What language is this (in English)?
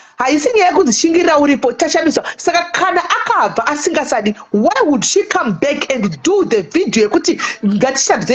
Shona